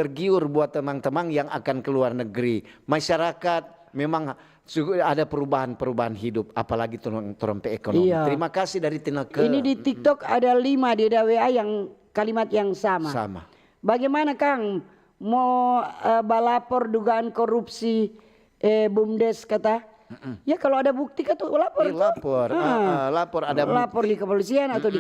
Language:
Manado Malay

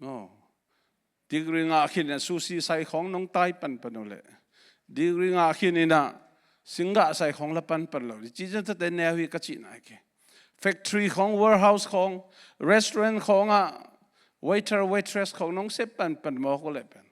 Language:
Tedim Chin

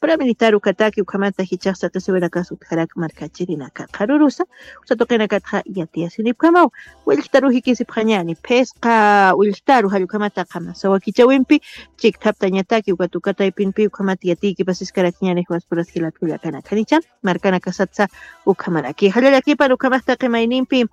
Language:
Aymara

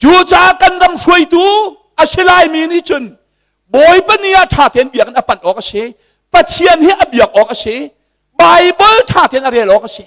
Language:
Hakha Chin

